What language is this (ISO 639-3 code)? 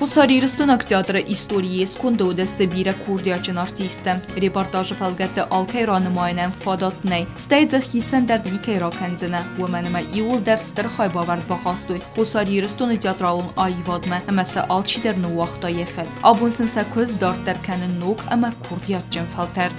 oss